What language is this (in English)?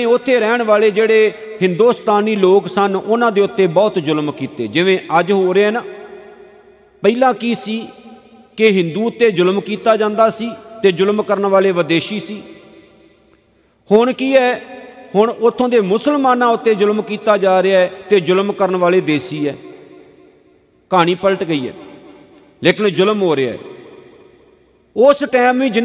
Punjabi